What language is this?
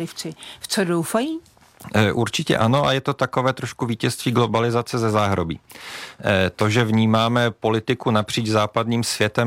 Czech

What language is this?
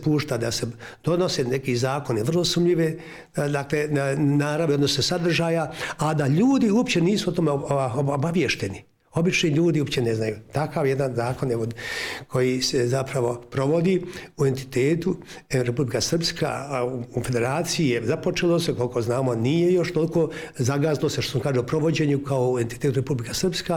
Bosnian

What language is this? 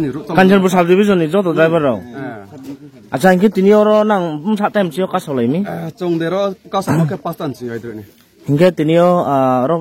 Riang (India)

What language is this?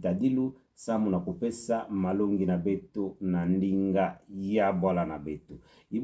Kituba (Democratic Republic of Congo)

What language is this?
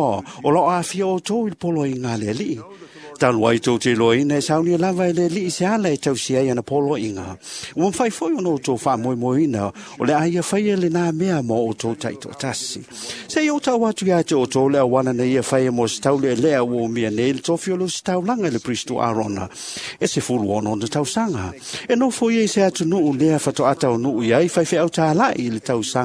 Samoan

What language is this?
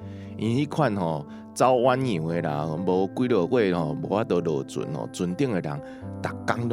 Min Nan Chinese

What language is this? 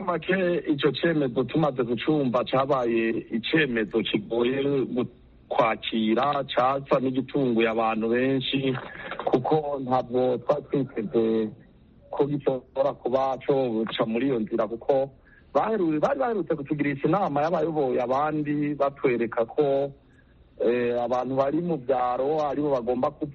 Kinyarwanda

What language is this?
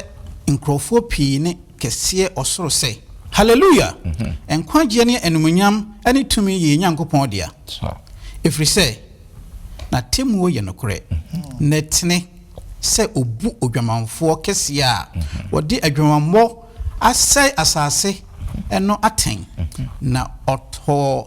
Akan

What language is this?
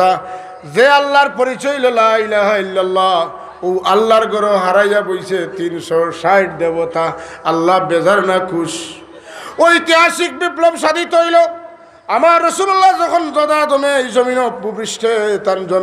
Sylheti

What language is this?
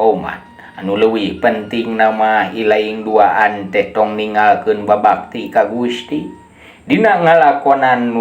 Sundanese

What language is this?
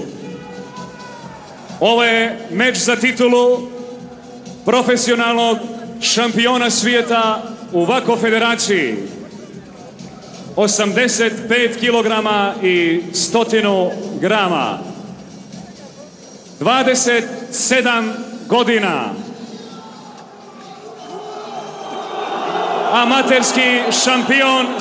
Serbian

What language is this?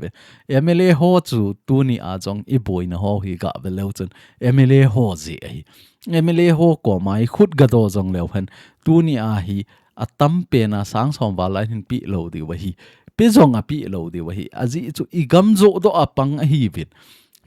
Thado Chin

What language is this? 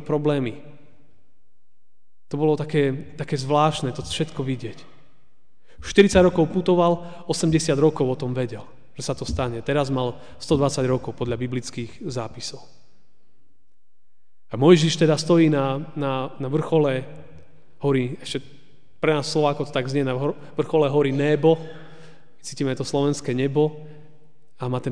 Slovak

